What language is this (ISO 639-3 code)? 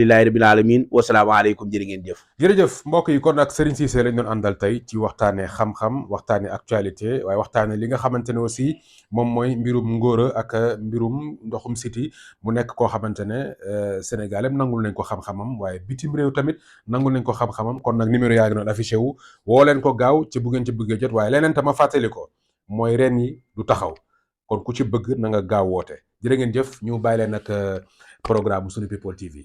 wol